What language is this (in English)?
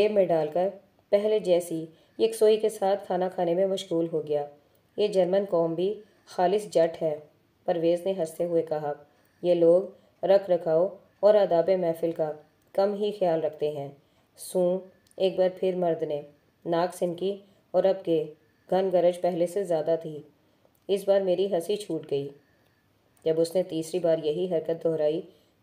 Urdu